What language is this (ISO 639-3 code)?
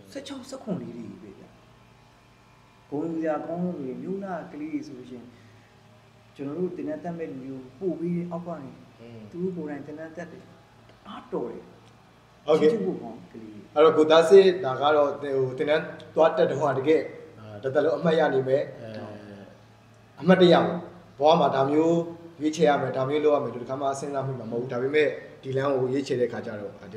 mya